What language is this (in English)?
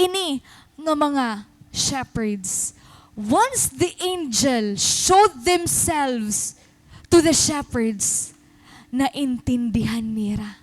Waray